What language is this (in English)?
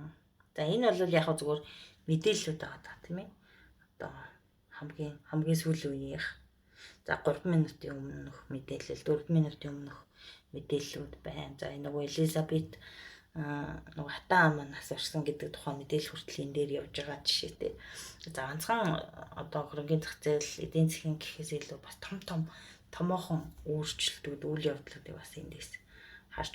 Mongolian